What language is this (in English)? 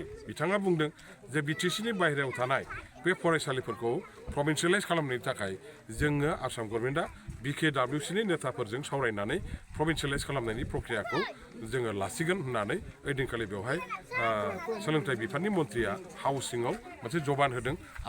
Bodo